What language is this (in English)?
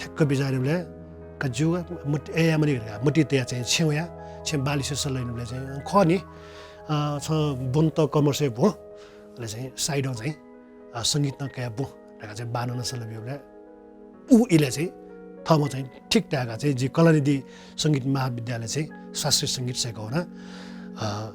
Newari